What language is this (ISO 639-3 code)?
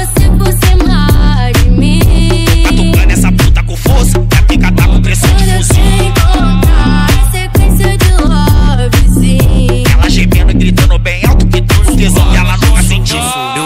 por